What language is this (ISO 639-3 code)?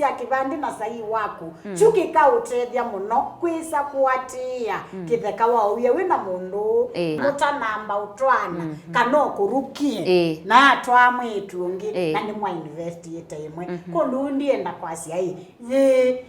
kam